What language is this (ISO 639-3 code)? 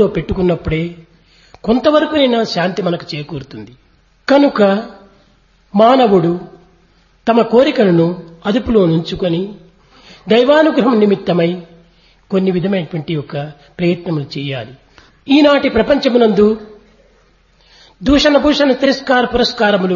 tel